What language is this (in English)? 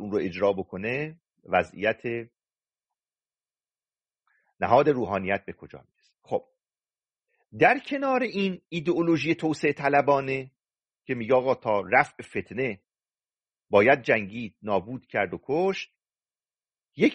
Persian